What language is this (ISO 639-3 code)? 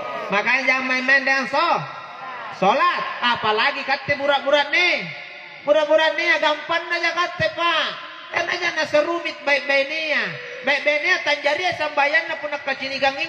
mak